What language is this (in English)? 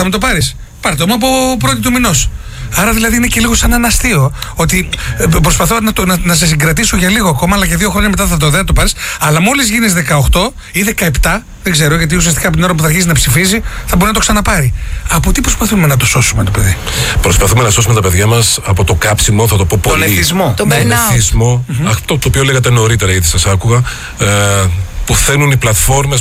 Greek